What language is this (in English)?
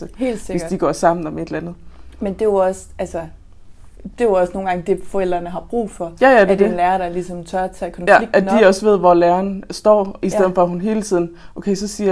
Danish